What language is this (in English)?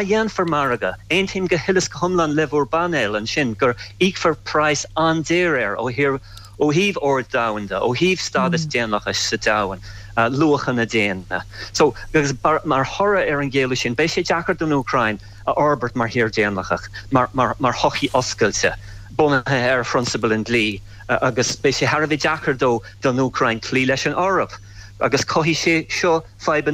Irish